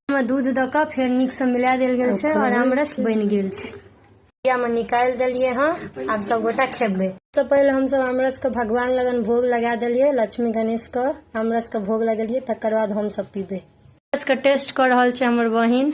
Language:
Maithili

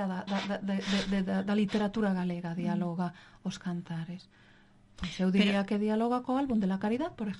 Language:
Galician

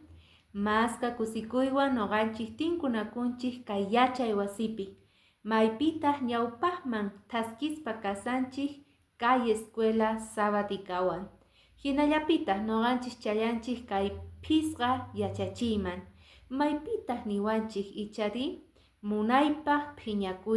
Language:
Quechua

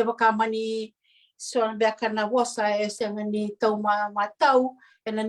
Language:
Fijian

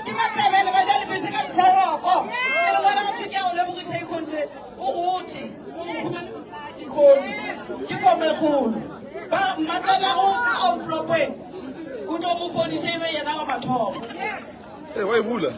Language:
Northern Sotho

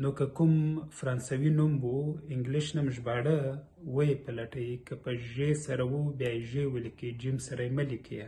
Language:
Pashto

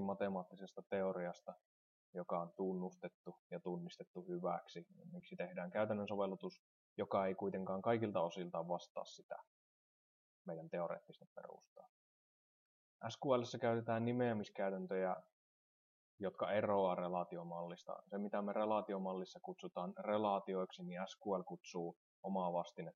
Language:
Finnish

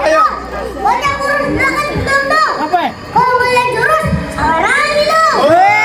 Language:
Betawi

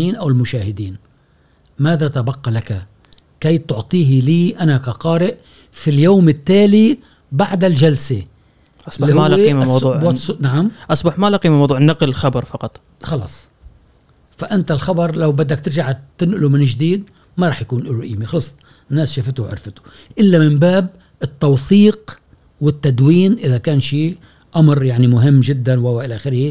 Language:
Gulf Arabic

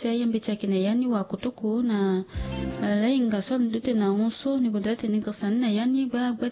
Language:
Sango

